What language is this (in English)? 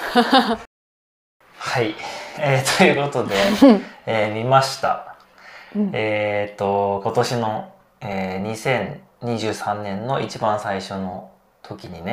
Japanese